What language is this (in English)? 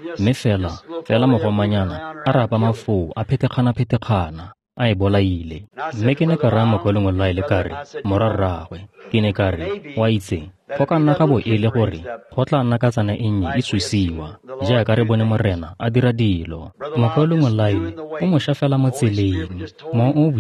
Tswana